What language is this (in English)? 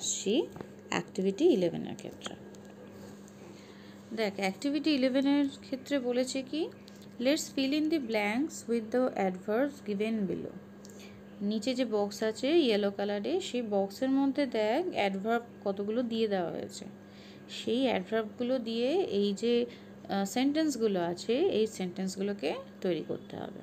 Bangla